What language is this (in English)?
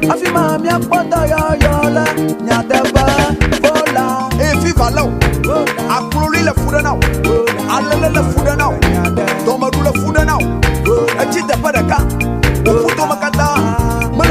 Ewe